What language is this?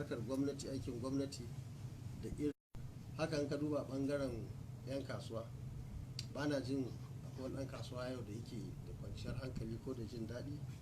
Hausa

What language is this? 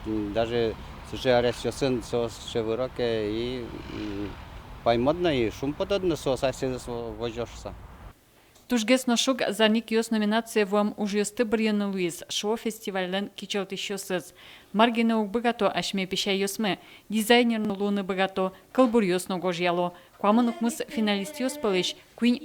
Udmurt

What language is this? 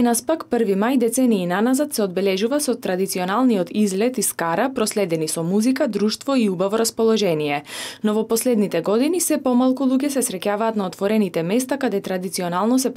Macedonian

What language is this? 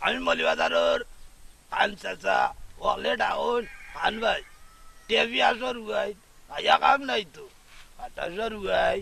Sylheti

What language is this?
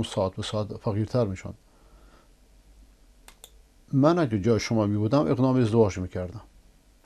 Persian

